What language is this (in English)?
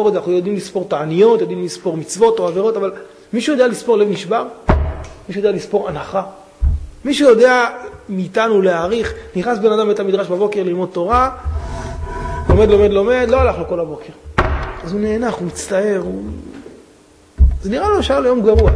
Hebrew